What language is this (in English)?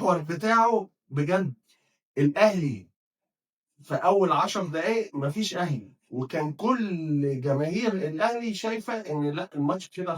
Egyptian Arabic